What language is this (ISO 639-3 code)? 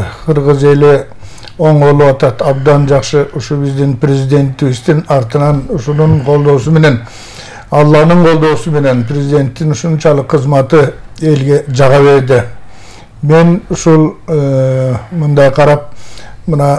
kir